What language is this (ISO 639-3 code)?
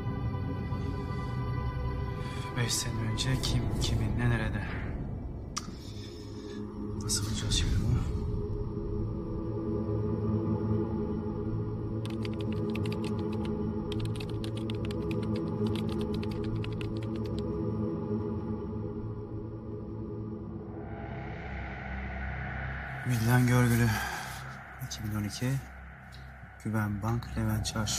tur